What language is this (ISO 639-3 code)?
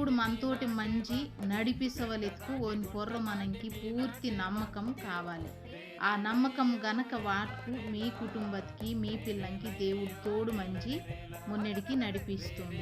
kff